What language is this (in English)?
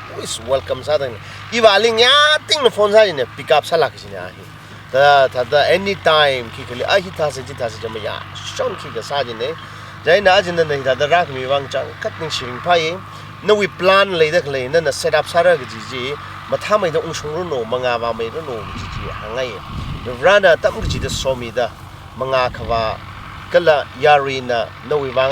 Tangkhul Naga (India)